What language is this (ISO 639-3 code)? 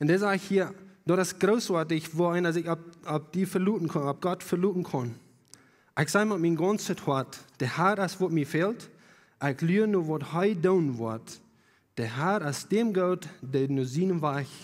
pdt